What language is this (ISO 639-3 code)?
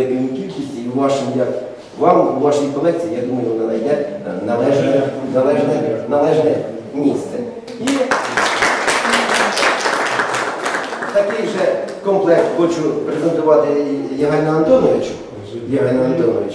ukr